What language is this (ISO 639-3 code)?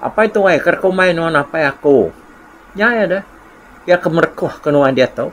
iba